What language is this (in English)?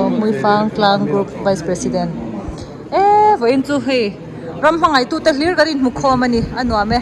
Mizo